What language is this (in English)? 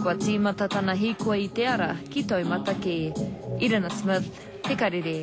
Māori